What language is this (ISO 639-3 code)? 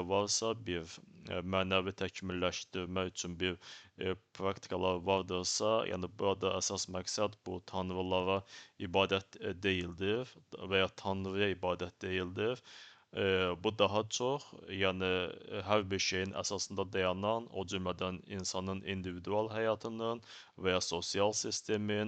aze